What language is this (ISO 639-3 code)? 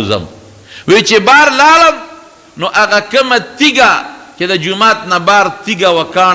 pus